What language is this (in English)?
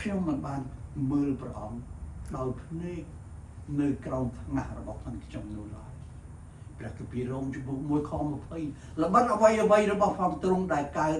Khmer